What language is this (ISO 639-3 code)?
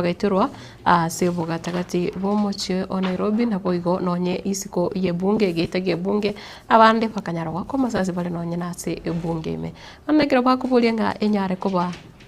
guz